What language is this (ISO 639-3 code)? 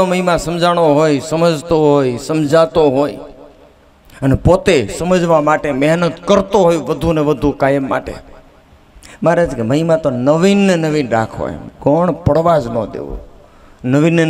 guj